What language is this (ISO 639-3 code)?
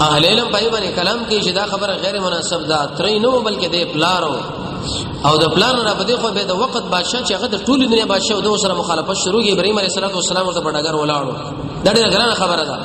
pus